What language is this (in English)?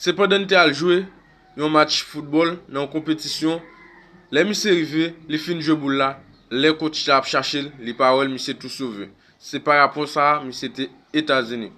Haitian Creole